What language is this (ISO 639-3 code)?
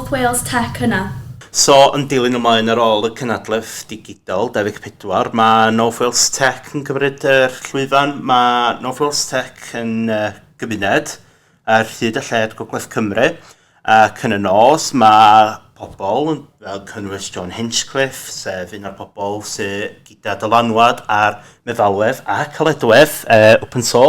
cym